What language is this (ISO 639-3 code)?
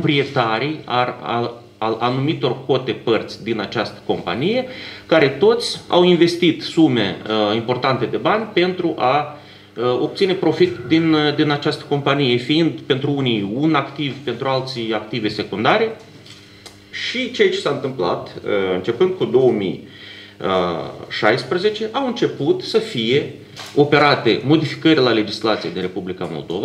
ron